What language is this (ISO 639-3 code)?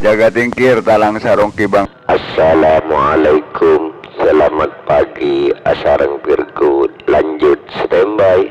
mad